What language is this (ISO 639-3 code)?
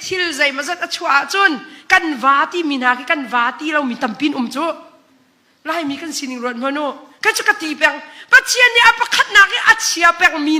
cnh